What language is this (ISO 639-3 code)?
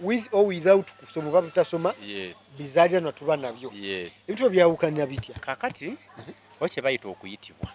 lug